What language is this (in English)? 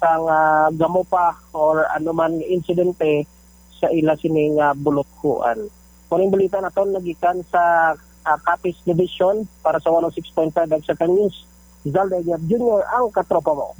Hiligaynon